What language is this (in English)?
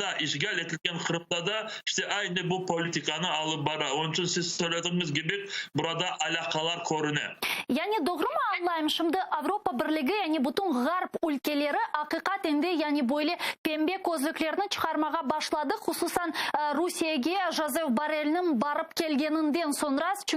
Crimean Tatar